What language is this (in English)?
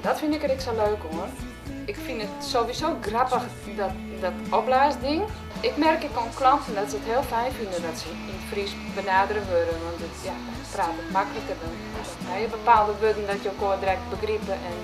Western Frisian